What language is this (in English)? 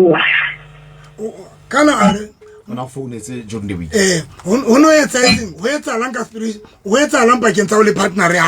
Southern Sotho